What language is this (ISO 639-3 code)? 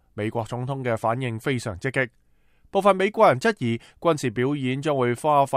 yue